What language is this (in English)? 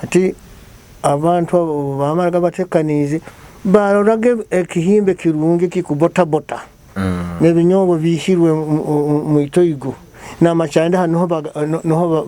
Nyoro